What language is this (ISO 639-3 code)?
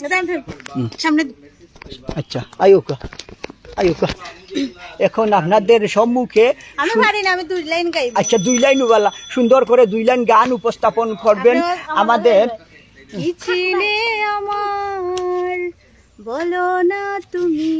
syl